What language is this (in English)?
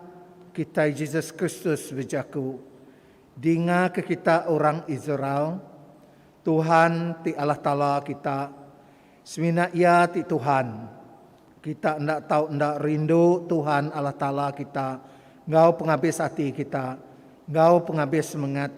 Iban